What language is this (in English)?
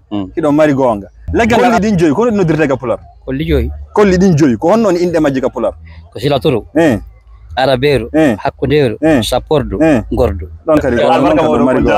Fula